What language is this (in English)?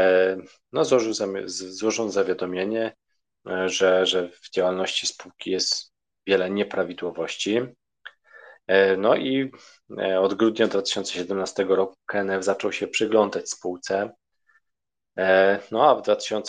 Polish